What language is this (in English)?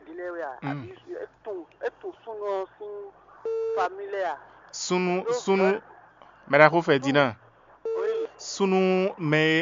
Fon